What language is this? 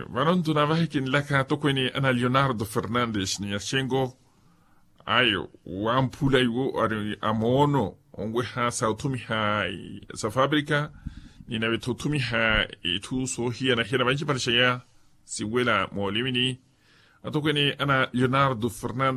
Makhuwa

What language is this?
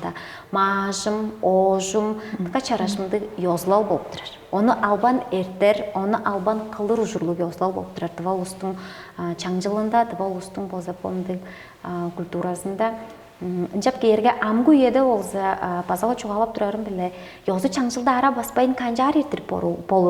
Tuvinian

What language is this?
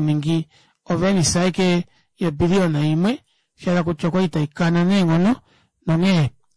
Kuanyama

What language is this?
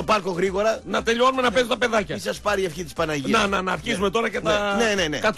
Greek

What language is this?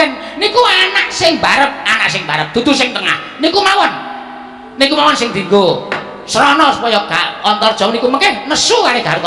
Javanese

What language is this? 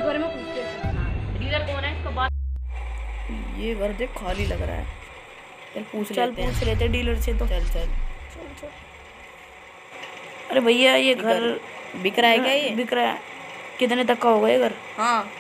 Hindi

